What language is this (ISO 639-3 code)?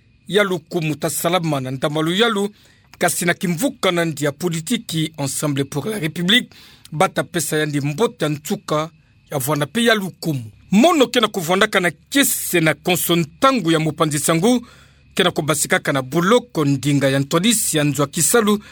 ktu